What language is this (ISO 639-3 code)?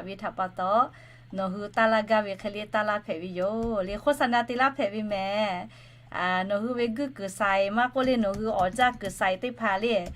lhu